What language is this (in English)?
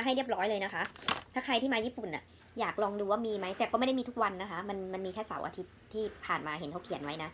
Thai